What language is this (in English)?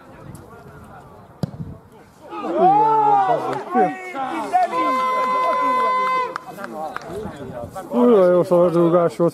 Hungarian